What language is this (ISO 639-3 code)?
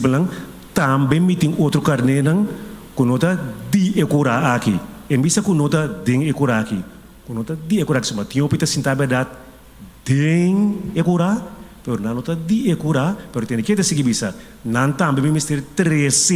pap